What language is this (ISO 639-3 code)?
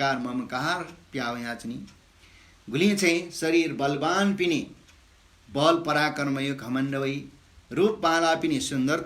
new